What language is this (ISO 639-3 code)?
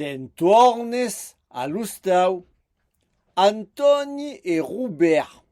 oci